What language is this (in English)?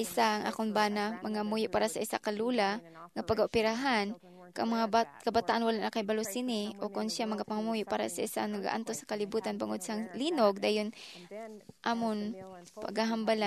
Hiligaynon